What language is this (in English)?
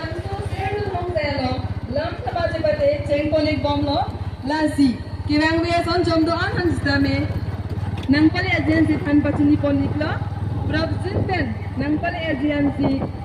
Karbi